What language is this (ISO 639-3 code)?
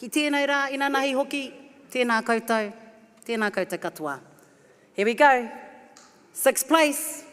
mri